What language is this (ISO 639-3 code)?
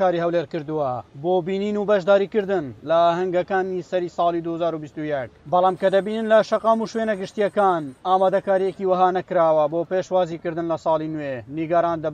ckb